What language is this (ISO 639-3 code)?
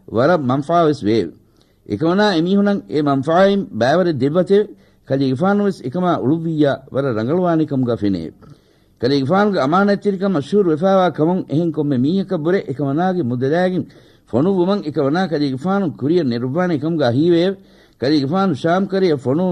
div